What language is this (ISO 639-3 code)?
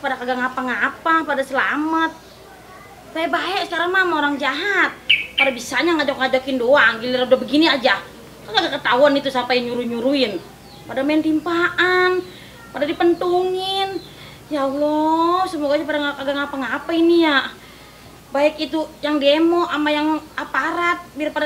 bew